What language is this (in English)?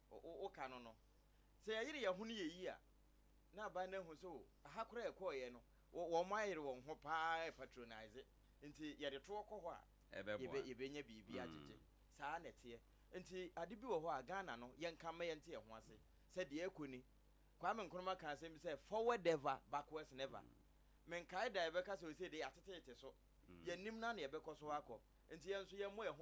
Akan